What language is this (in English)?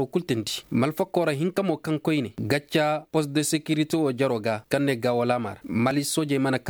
Koyraboro Senni